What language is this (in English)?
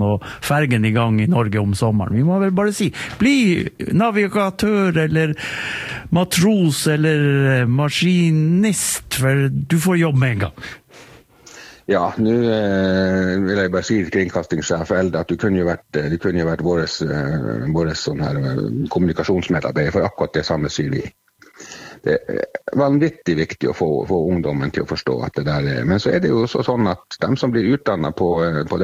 Norwegian